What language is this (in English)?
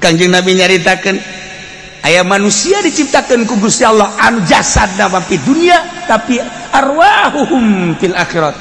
Sundanese